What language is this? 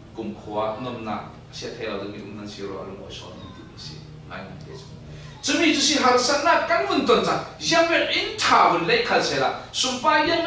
Falam Chin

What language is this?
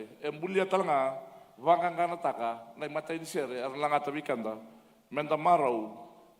Fijian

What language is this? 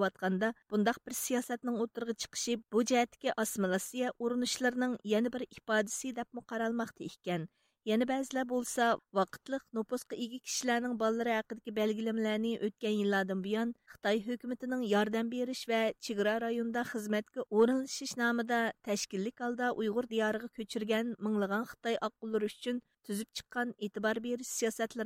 Uyghur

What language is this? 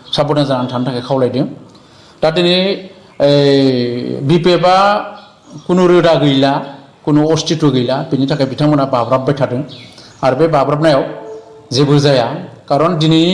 Bodo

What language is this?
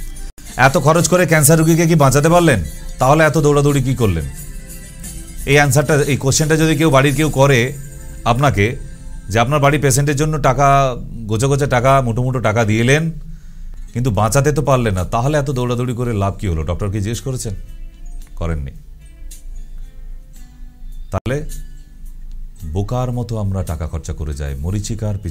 Bangla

